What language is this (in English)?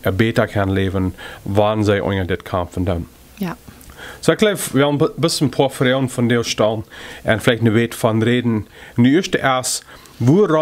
Plautdietsch